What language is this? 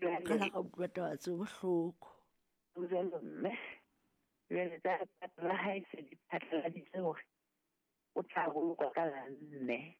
Southern Sotho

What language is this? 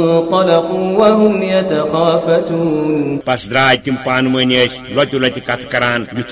Kashmiri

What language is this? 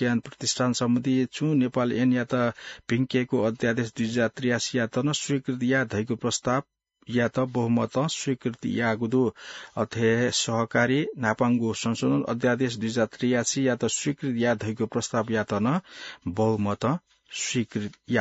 Newari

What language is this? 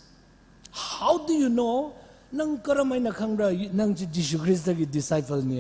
Tangkhul Naga (India)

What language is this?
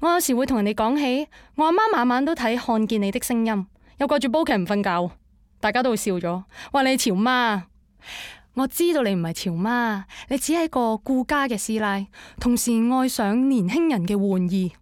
Cantonese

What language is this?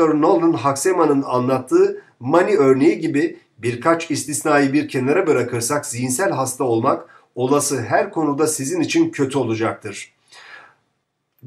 Turkish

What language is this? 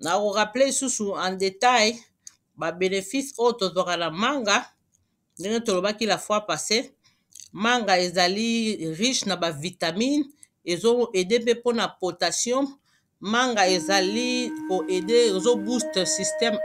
Lingala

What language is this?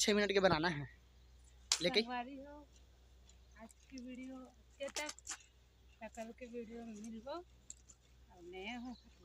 Chhattisgarhi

